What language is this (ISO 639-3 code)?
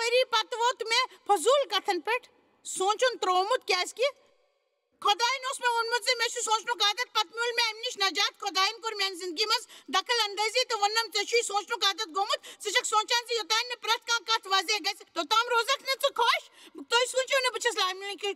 kas